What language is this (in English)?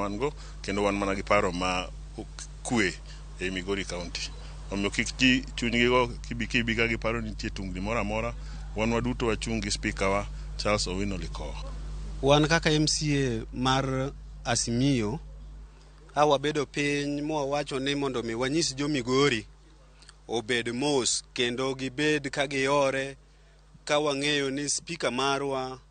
Luo (Kenya and Tanzania)